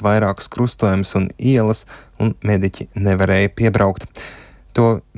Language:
Latvian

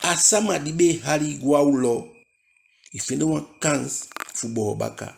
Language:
Eastern Maroon Creole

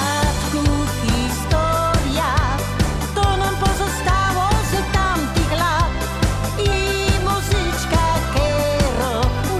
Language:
Silesian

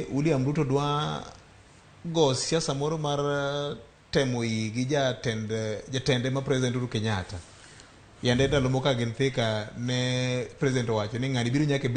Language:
Luo (Kenya and Tanzania)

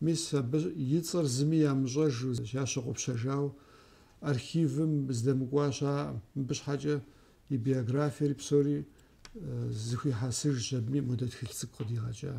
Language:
Kabardian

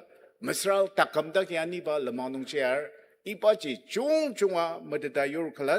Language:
Ao Naga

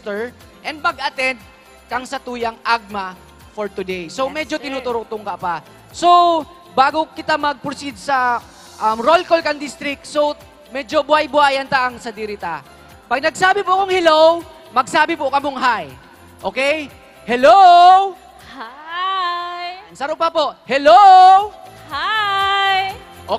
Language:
Bikol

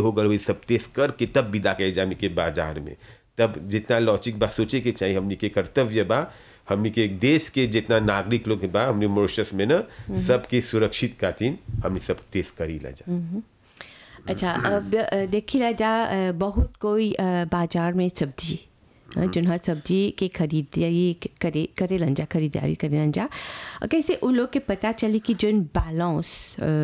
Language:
Bhojpuri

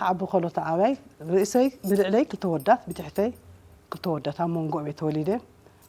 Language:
Tigrinya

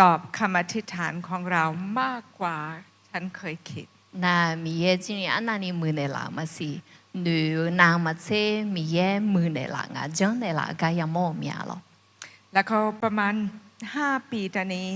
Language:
Akha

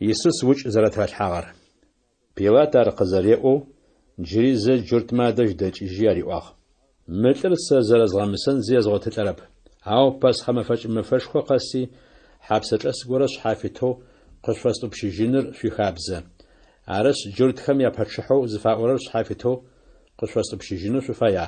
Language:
Adyghe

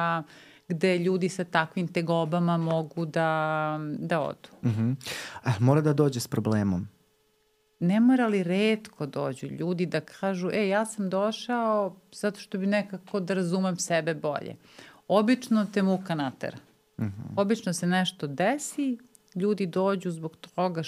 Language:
Serbian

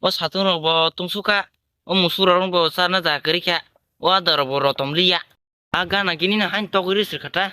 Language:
Kok Borok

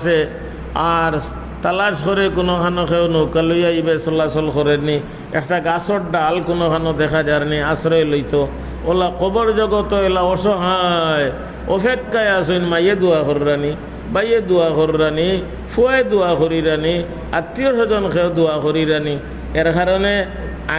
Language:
Sylheti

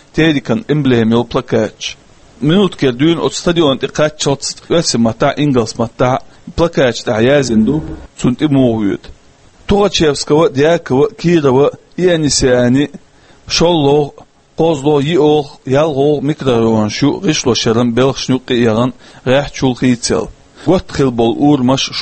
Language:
Chechen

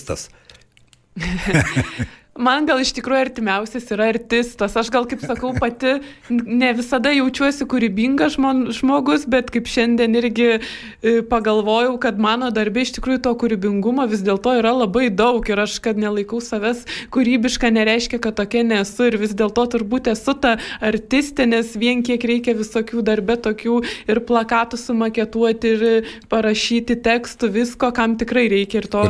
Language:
Lithuanian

